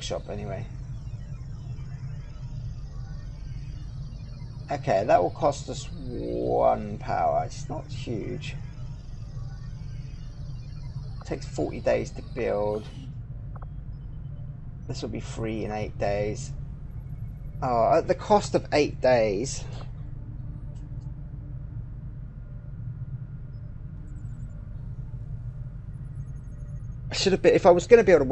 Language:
English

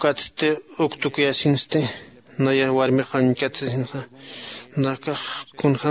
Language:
Aymara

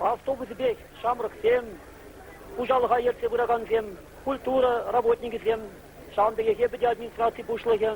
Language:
Chuvash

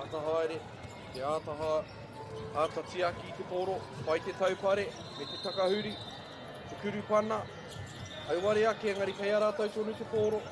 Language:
Māori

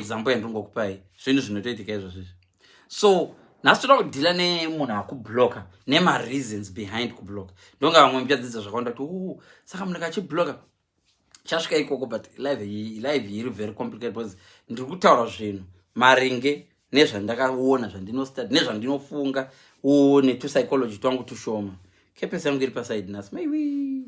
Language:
Shona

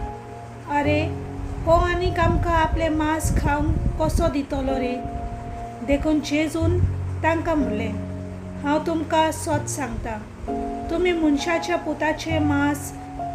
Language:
Konkani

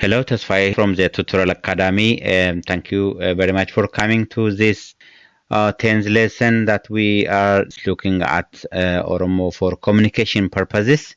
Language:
English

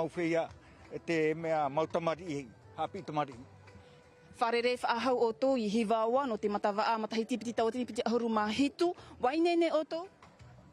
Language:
Tahitian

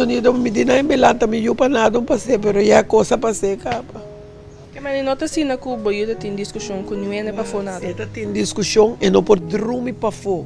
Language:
Papiamento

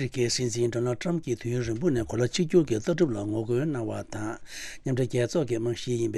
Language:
Tibetan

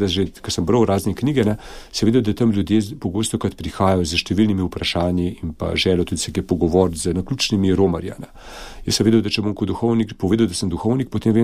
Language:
Slovenian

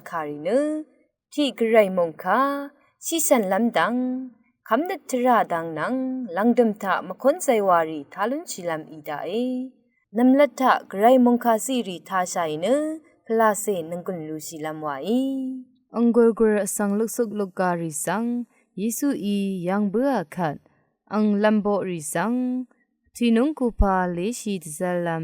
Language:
Rawang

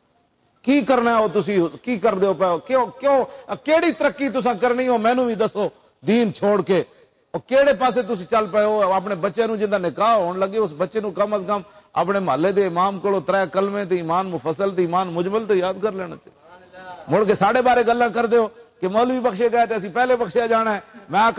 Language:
Western Panjabi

